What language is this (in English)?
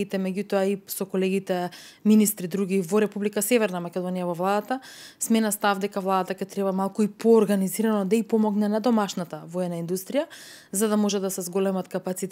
Macedonian